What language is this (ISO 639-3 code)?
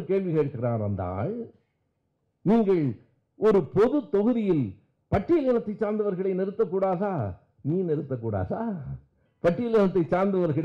tam